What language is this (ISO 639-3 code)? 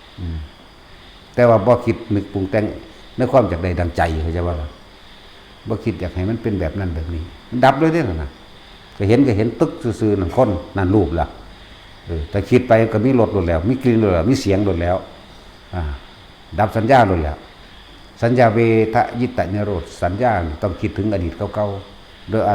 tts